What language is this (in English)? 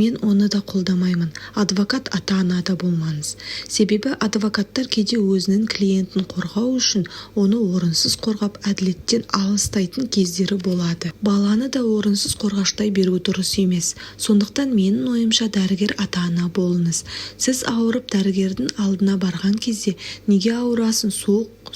Kazakh